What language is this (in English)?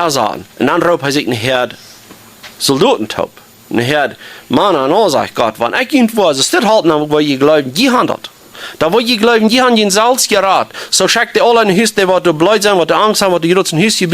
Plautdietsch